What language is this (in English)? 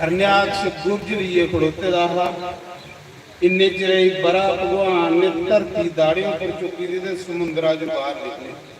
Dogri